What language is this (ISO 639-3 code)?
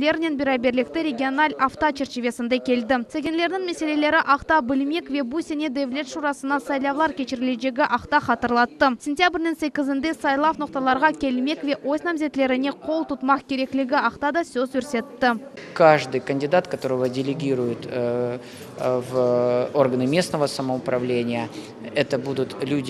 crh